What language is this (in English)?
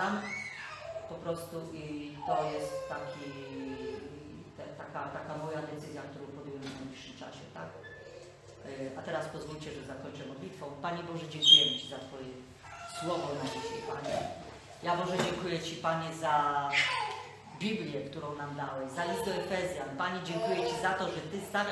Polish